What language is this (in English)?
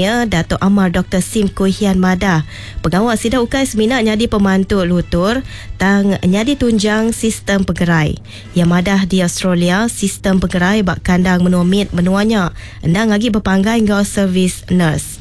Iban